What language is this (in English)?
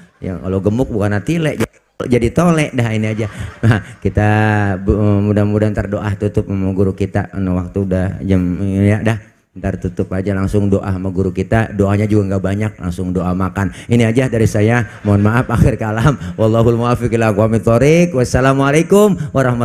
Betawi